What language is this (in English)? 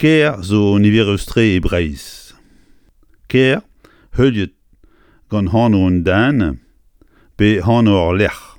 Breton